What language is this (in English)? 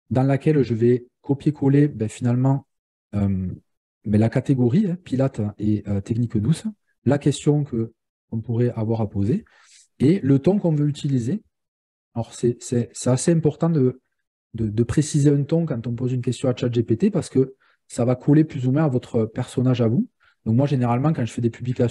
French